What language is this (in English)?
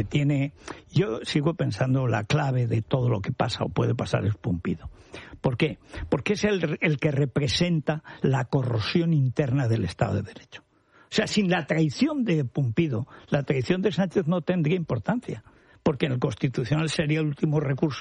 Spanish